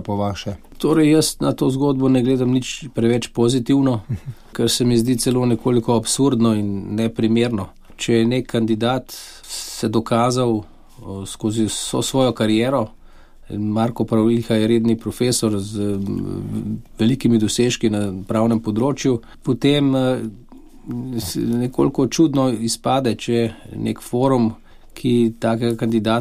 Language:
Slovenian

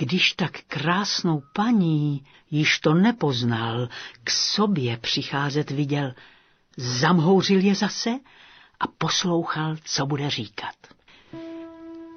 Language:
Czech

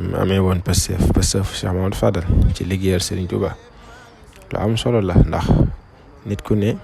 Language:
Wolof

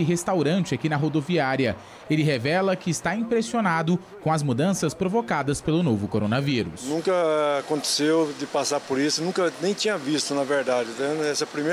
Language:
Portuguese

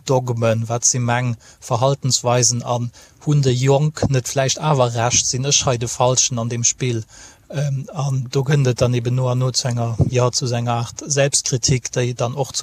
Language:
Luxembourgish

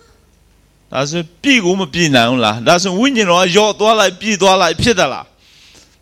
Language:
Burmese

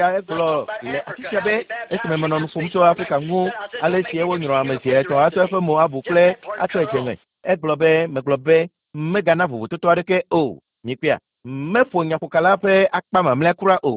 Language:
Ewe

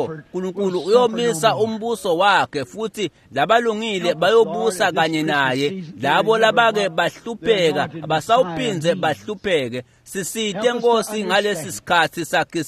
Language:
Swati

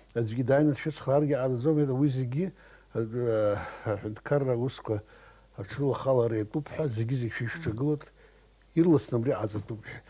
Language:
Abkhazian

